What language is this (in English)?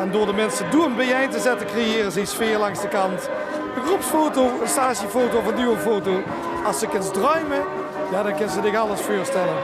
Limburgish